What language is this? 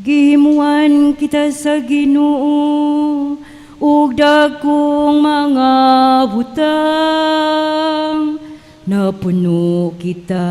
Cebuano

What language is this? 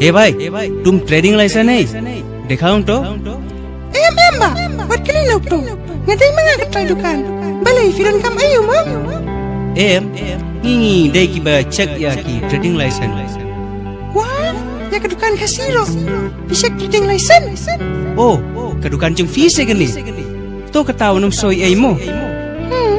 Khasi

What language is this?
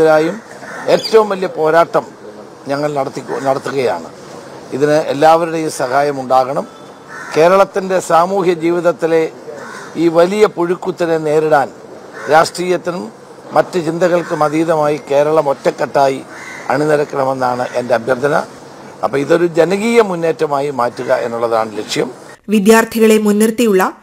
Malayalam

